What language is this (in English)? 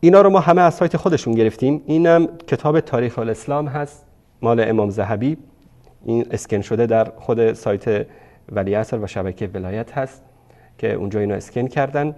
Persian